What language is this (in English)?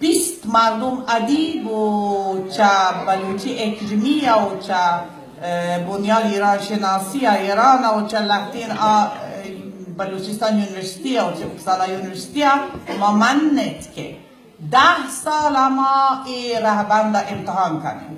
Baluchi